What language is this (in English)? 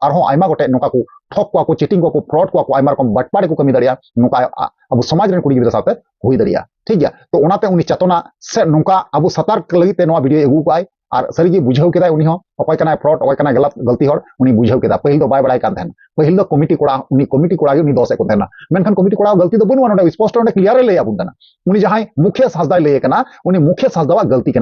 Santali